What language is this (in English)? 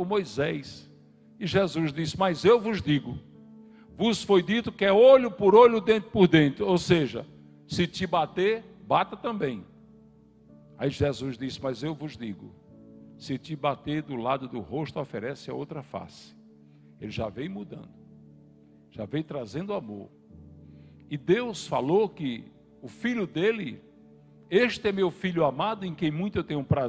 Portuguese